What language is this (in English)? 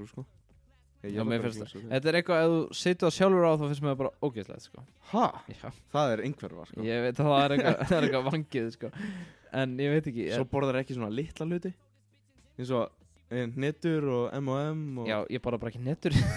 Icelandic